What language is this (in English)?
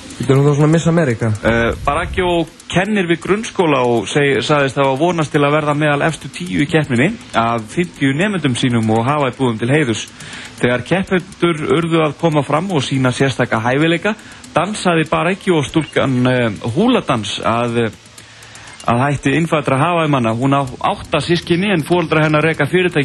Icelandic